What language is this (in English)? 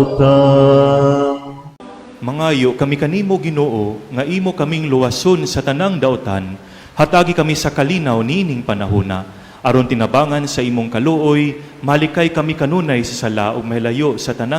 Cebuano